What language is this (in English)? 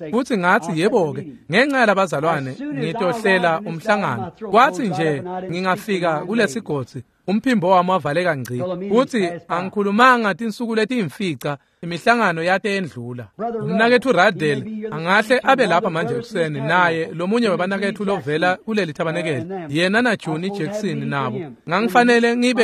Swati